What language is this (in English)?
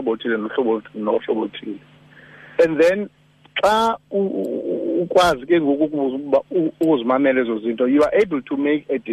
Xhosa